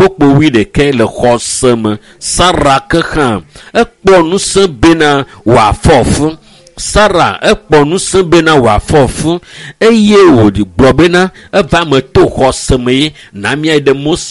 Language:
Ewe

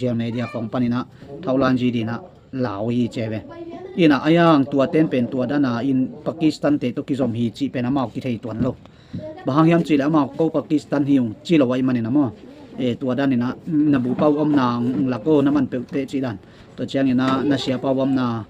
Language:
Tedim Chin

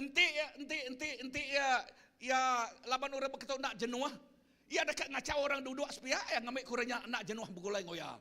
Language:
Iban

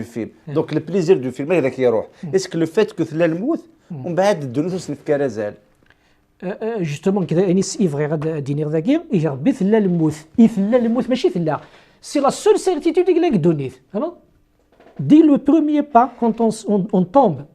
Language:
Kabyle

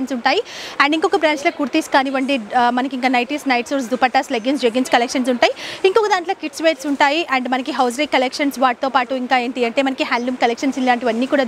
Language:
Telugu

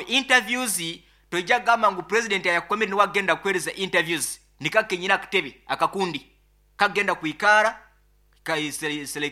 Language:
Nyoro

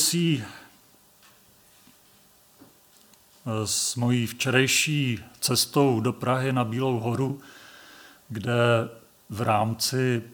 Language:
Czech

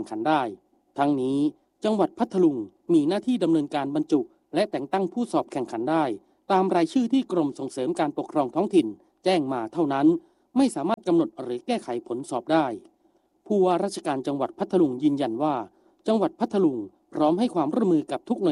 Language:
Thai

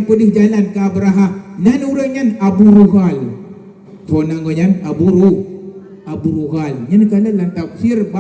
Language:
Achinese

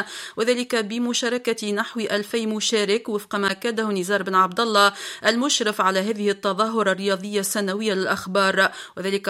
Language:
Tunisian Arabic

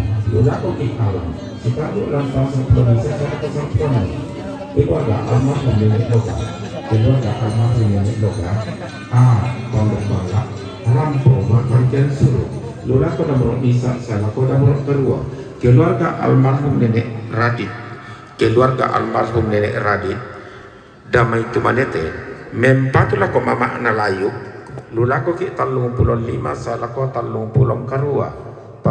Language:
Toraja-Sa'dan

